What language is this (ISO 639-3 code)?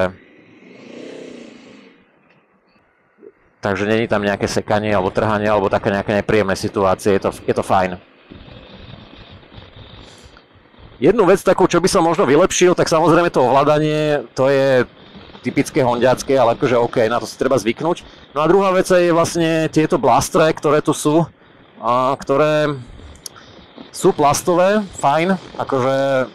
slk